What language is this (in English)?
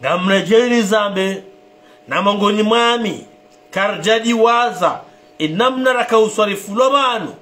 Ngazidja Comorian